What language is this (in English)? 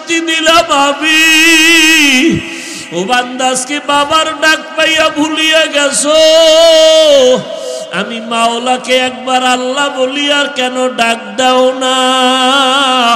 Bangla